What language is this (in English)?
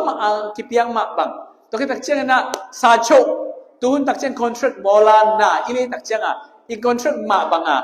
Tedim Chin